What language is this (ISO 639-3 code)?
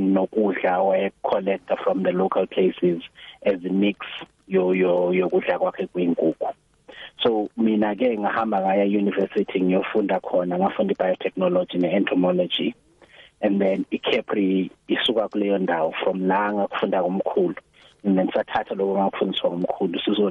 nbl